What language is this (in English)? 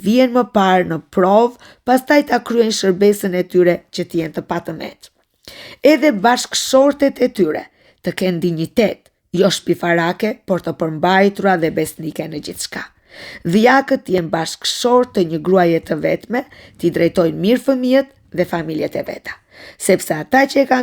Albanian